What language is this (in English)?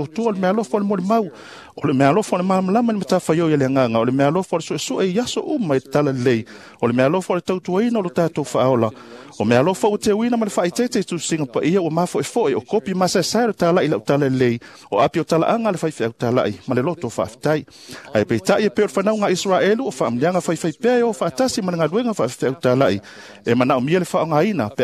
Samoan